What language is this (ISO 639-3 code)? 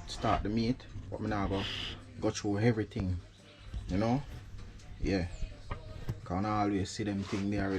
jam